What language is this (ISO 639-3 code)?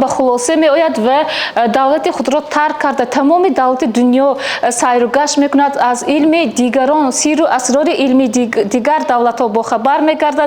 tgk